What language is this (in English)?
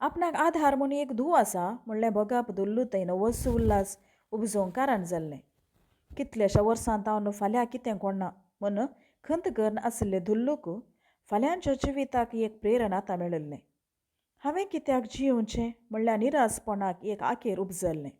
Konkani